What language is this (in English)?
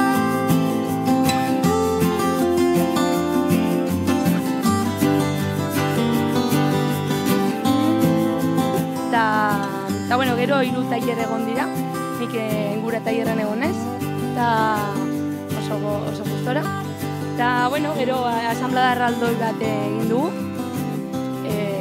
Basque